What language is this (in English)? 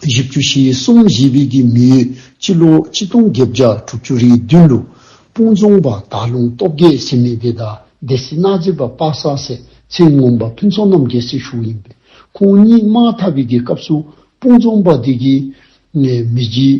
Dzongkha